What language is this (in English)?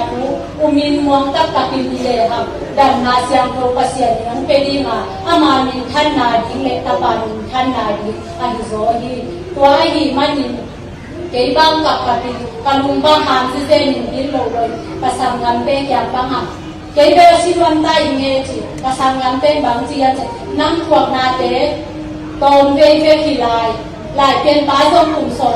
Tedim Chin